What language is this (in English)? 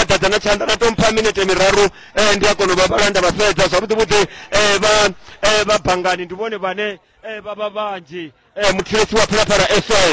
Venda